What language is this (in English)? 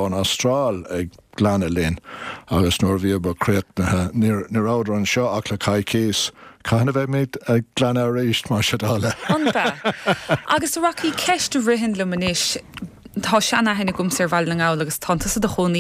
Irish